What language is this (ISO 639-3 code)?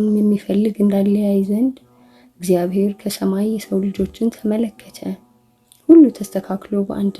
amh